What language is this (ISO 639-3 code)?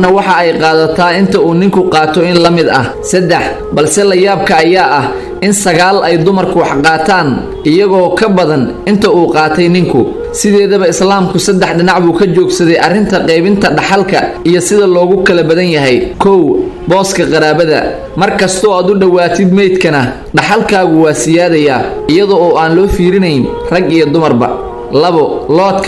som